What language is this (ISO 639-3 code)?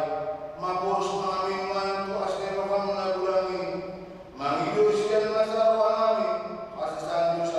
bbc